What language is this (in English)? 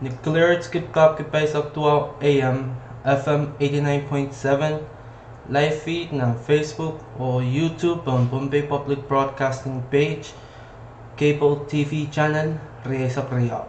Pohnpeian